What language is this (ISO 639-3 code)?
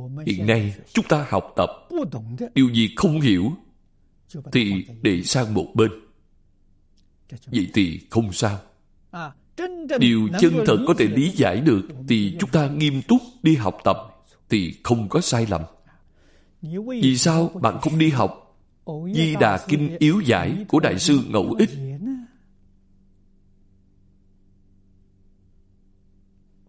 vie